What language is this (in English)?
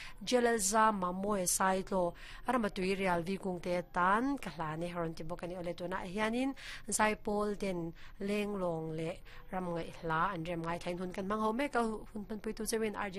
Mizo